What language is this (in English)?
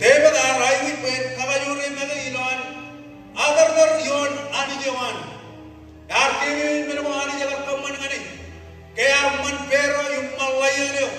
Marshallese